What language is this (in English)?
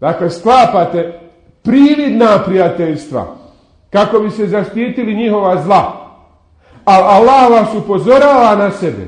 Bosnian